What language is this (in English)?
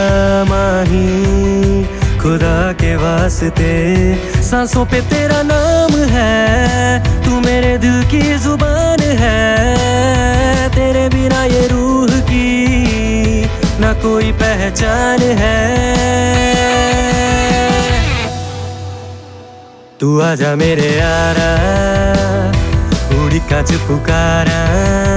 Hindi